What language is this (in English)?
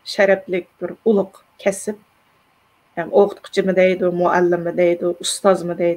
Uyghur